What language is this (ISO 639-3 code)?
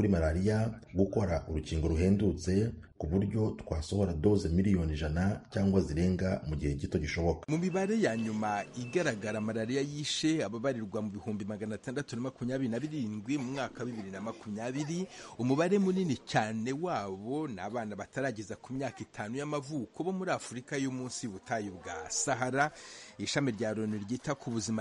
kin